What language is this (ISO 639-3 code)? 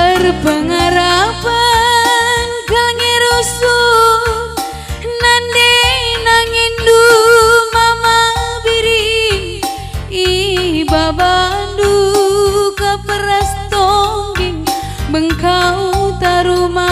btx